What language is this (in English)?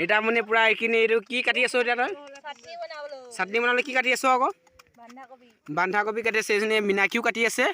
Assamese